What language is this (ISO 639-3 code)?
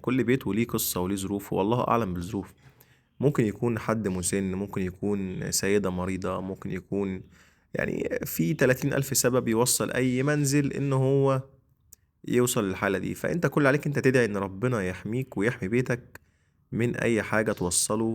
arz